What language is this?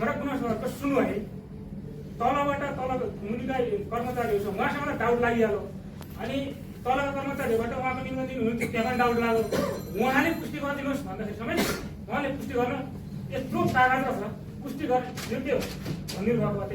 Nepali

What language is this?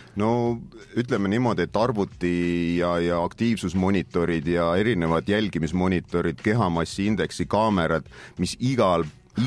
Estonian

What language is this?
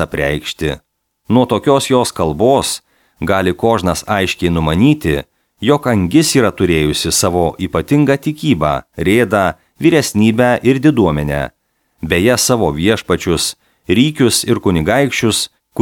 Lithuanian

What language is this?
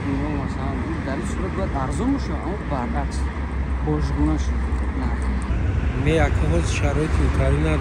Tajik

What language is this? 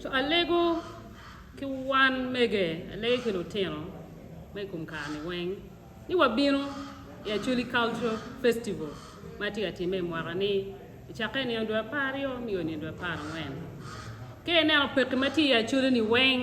Acoli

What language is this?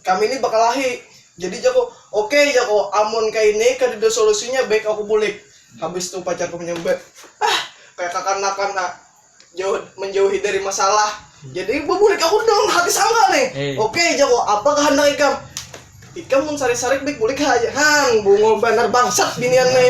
Banjar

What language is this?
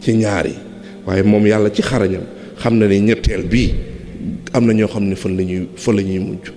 Wolof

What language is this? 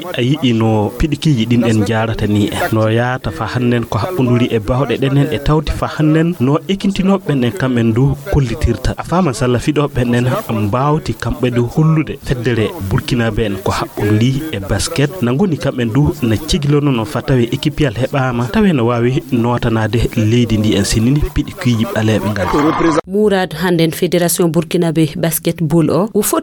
Fula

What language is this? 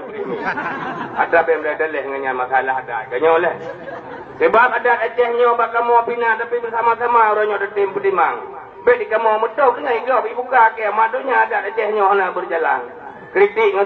Achinese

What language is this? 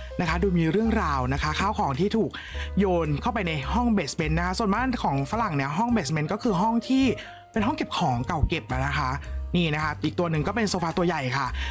Thai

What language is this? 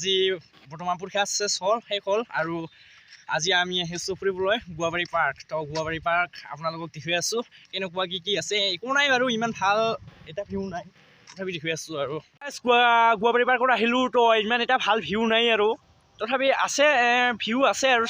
Assamese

